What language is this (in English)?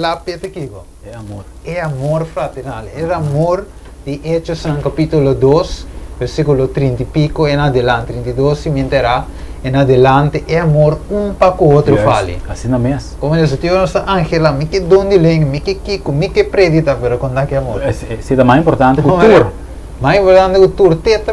Papiamento